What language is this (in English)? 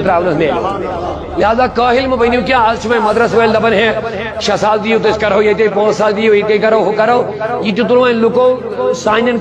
Kashmiri